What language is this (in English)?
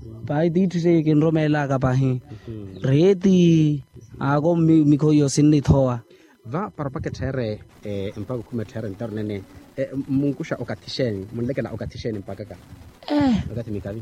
Makhuwa